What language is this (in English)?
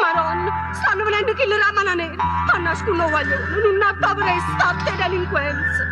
Neapolitan